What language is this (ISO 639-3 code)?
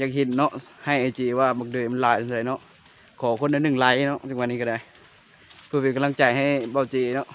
lao